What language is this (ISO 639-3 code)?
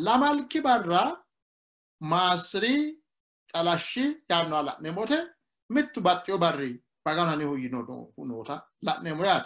sid